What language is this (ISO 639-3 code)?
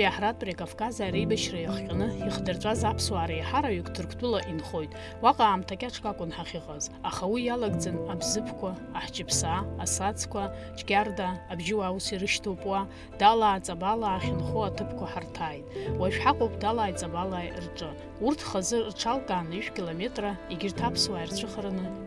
abk